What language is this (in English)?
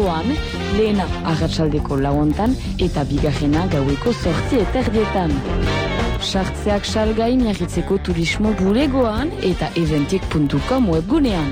Basque